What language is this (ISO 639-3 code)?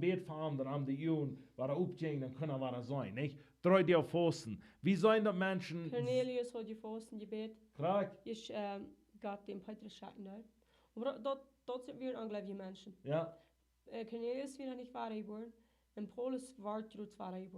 pdt